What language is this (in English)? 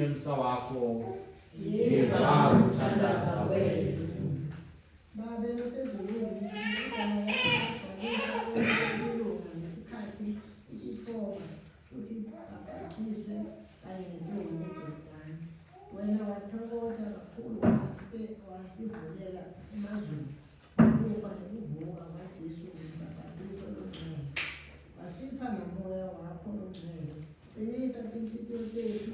Swati